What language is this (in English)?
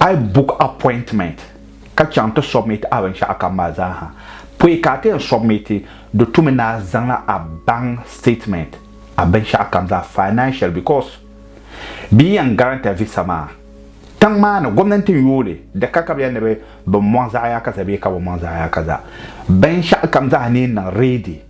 Dagbani